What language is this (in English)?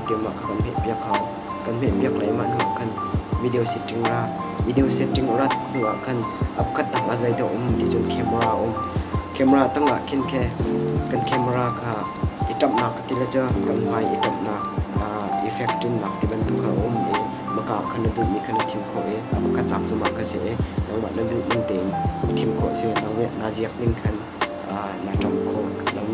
Hakha Chin